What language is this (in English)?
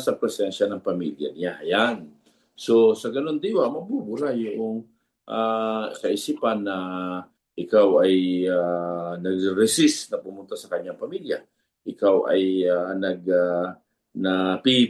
Filipino